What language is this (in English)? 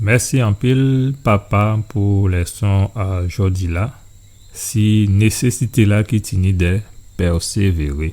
Guadeloupean Creole French